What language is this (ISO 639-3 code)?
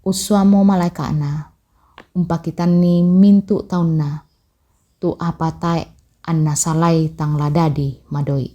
sda